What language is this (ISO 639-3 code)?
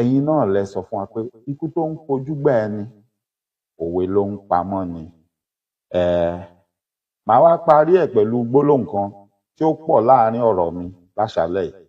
yor